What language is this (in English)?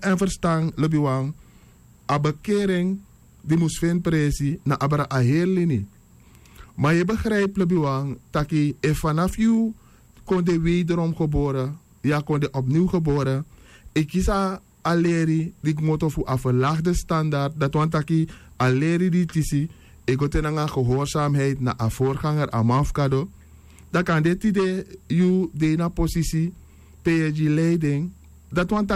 Sranan Tongo